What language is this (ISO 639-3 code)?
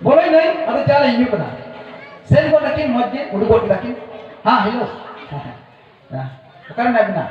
sat